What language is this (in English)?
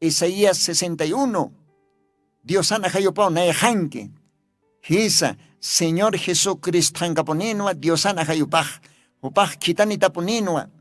Aymara